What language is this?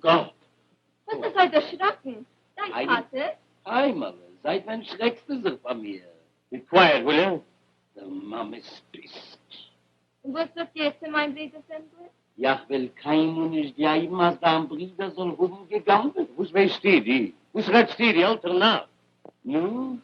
Yiddish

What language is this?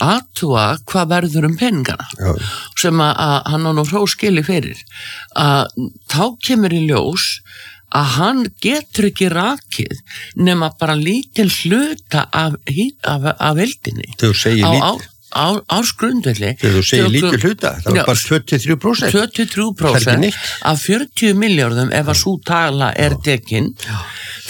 Icelandic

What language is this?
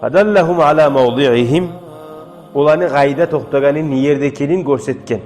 Kumyk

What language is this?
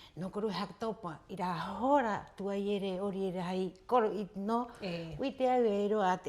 Rapanui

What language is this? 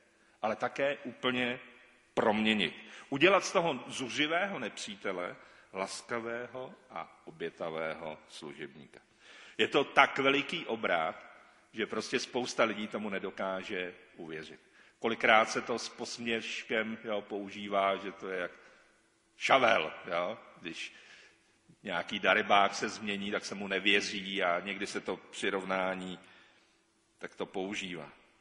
Czech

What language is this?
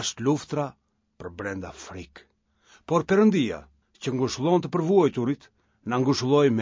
Albanian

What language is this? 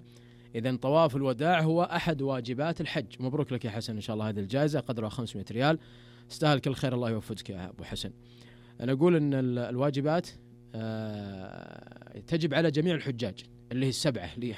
Najdi Arabic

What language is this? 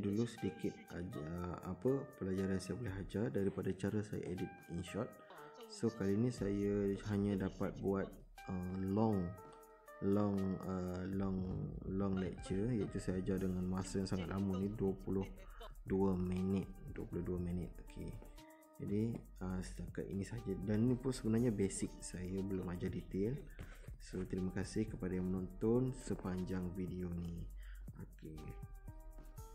Malay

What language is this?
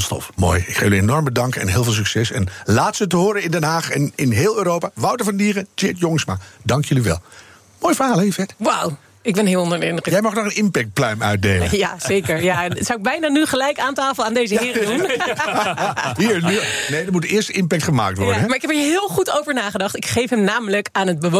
Dutch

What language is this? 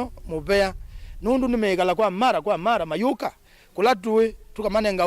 Kamba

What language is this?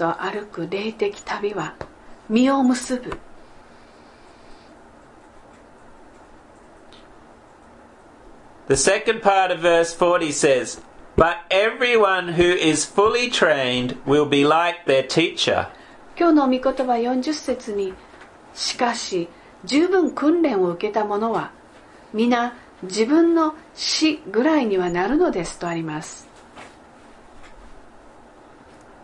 Japanese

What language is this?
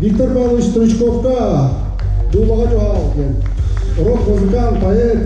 Yakut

